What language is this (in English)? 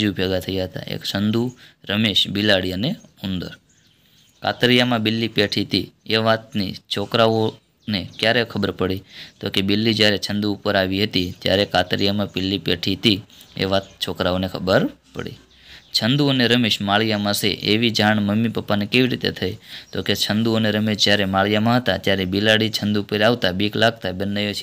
Gujarati